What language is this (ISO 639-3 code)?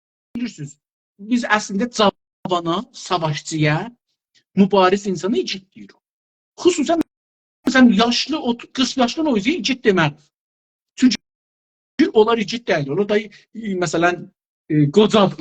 azb